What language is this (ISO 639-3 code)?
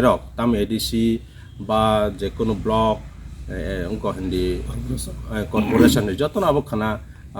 trp